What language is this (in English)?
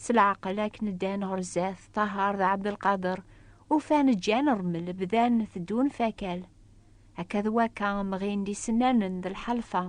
Kabyle